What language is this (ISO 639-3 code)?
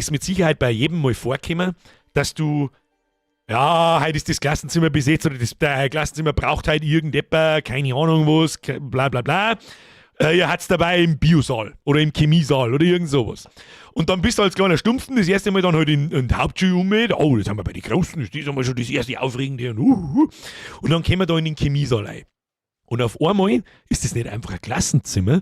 bar